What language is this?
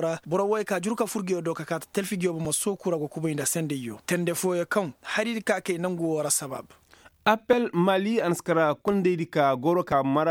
Koyraboro Senni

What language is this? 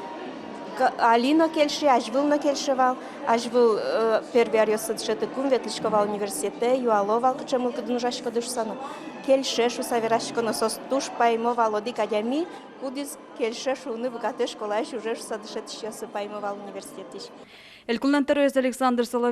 Udmurt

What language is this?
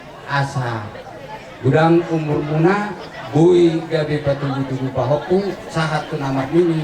Batak Toba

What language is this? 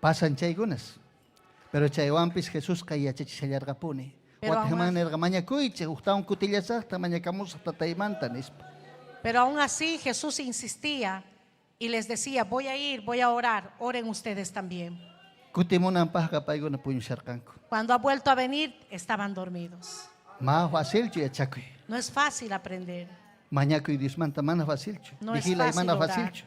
Ayacucho Quechua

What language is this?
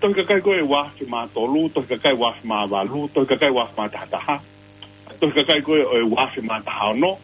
Tongan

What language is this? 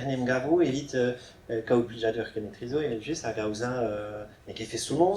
Breton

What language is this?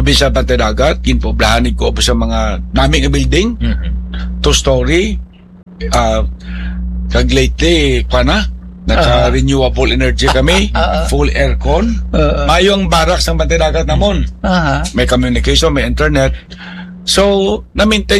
Hiligaynon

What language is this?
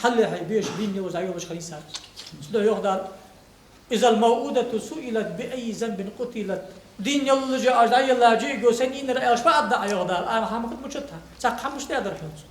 Ingush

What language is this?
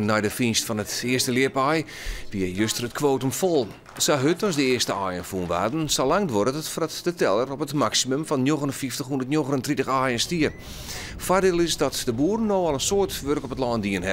Western Frisian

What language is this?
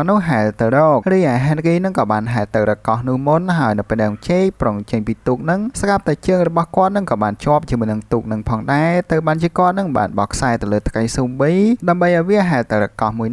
Khmer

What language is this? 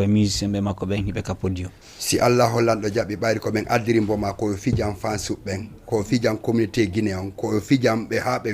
Fula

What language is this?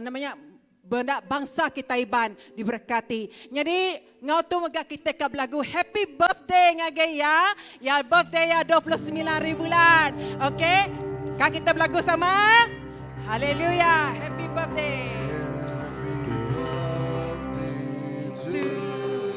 Iban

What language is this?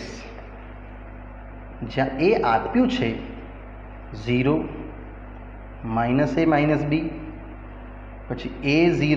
Gujarati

